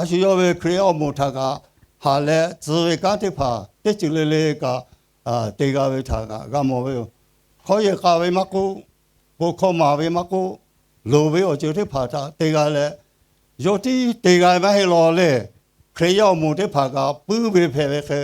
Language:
Lahu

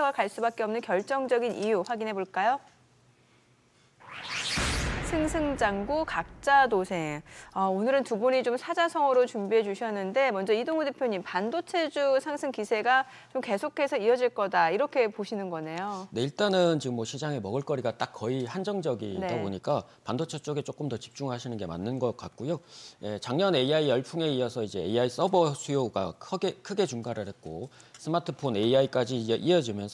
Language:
Korean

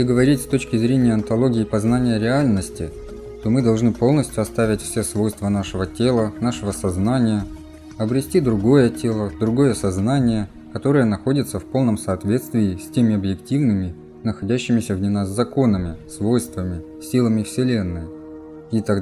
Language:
Russian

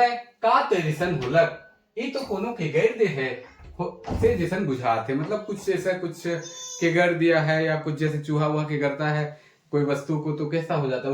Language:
Sadri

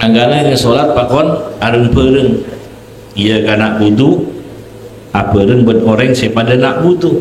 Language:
Madurese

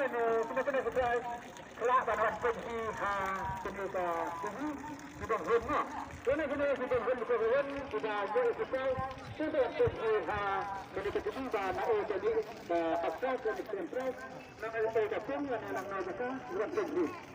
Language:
Khasi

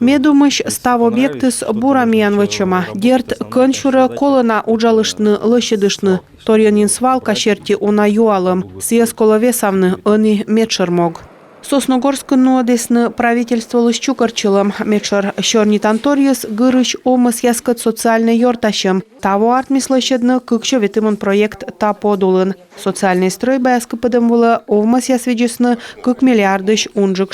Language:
Komi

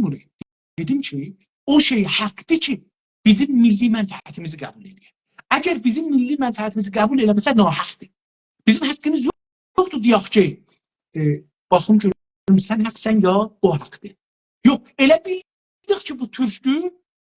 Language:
South Azerbaijani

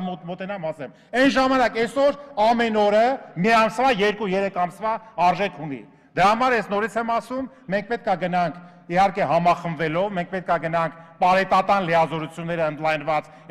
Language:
Armenian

